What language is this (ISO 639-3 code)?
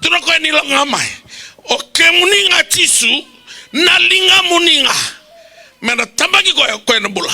fij